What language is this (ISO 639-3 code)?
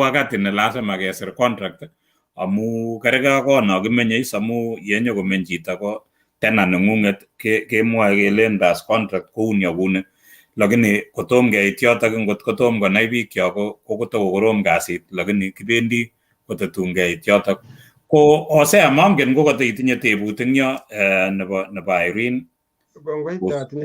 kln